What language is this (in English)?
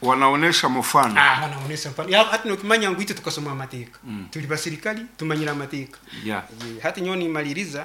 Nyoro